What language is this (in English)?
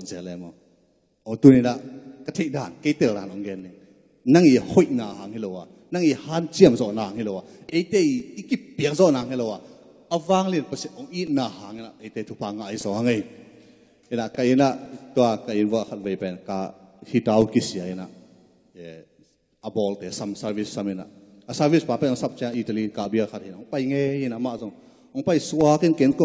Tedim Chin